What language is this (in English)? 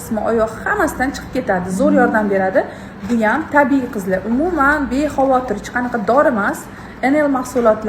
Uzbek